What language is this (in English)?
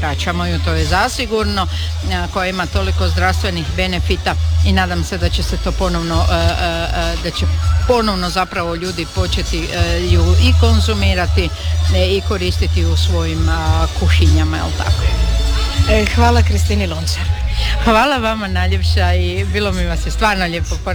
Croatian